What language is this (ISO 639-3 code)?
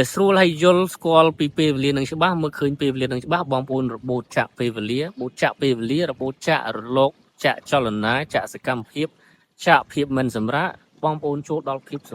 khm